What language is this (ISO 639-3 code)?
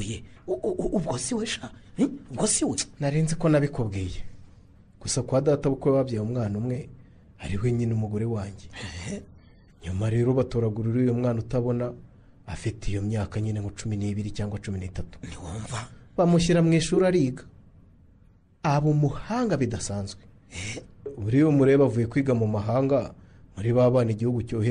kin